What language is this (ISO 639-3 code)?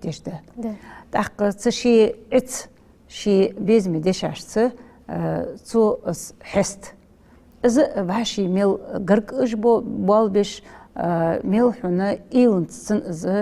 inh